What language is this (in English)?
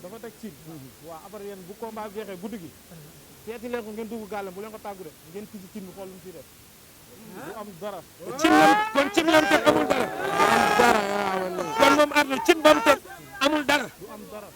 Wolof